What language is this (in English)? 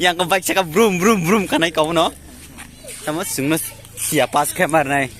Kok Borok